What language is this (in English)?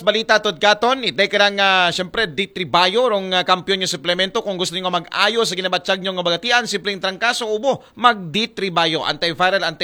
Aklanon